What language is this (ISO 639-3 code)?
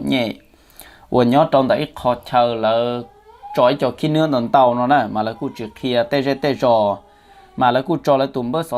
hmn